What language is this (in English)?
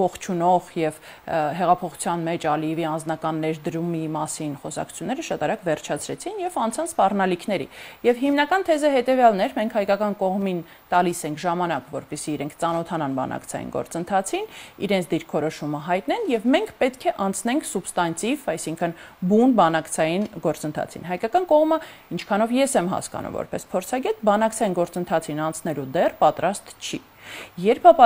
Armenian